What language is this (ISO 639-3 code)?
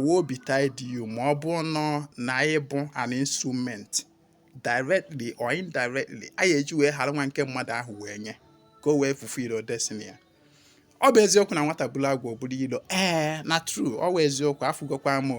ibo